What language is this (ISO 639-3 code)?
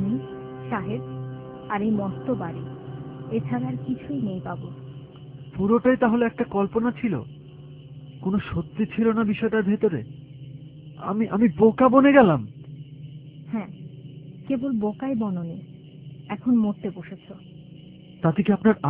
ben